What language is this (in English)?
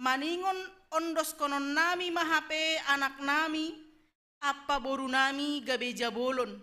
Batak Simalungun